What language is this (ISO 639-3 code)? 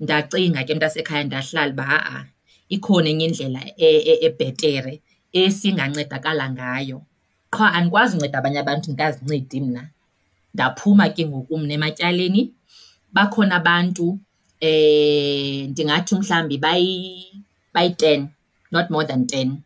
xho